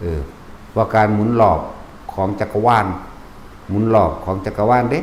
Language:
Northeastern Thai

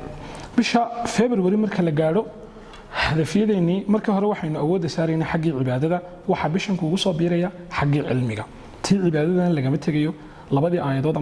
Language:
Somali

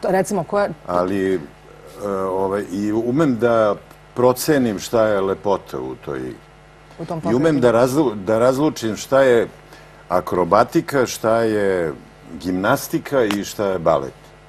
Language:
Serbian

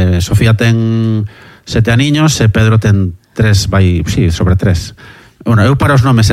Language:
Galician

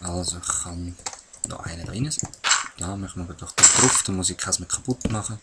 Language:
Swiss German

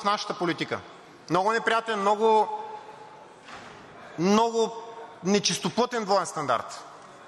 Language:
Bulgarian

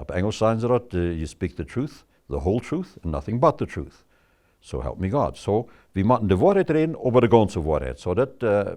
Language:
Plautdietsch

